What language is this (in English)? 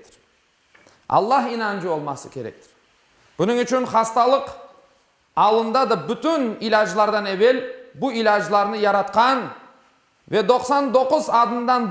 Crimean Tatar